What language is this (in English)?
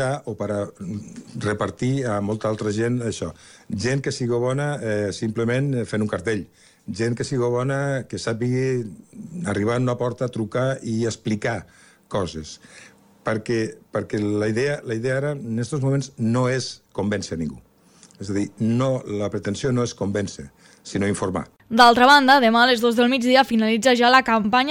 Catalan